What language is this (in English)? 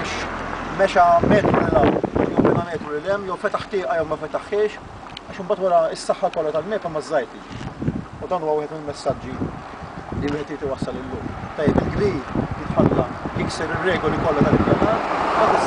Maltese